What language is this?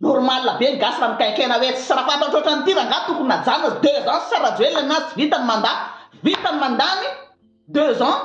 Malagasy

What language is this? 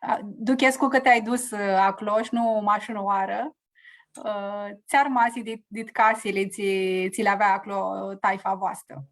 Aromanian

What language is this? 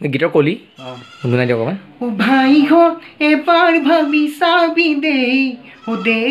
Assamese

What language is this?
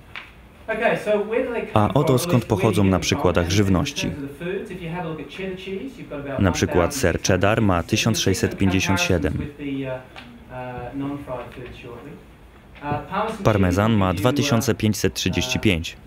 Polish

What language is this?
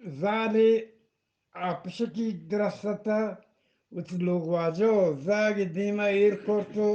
Eastern Balochi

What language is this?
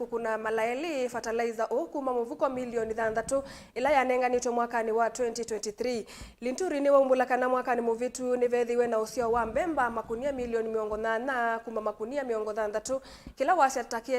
Kamba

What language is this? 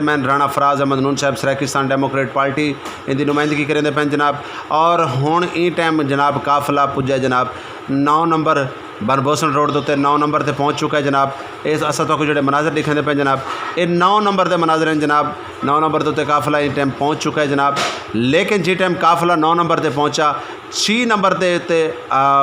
Saraiki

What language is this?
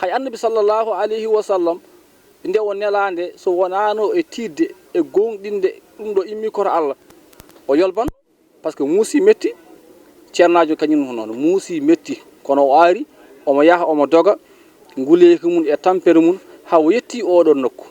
Fula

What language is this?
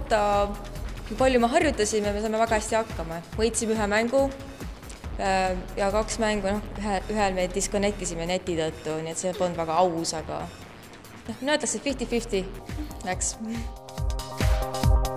Estonian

